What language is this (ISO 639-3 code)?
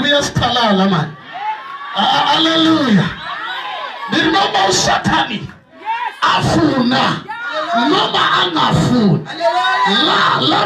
ven